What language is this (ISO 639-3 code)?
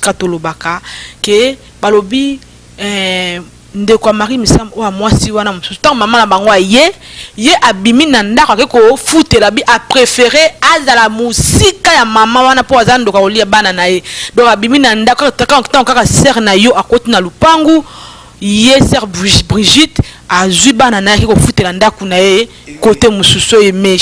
lin